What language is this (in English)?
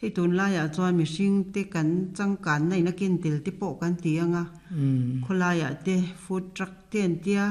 Mizo